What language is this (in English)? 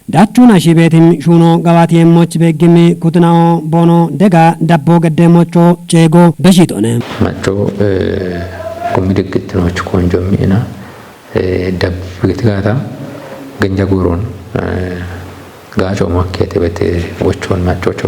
Kafa